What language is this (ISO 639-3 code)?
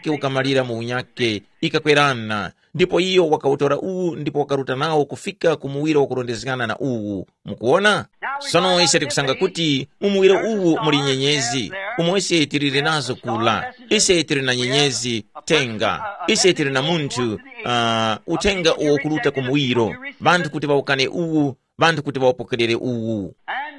tum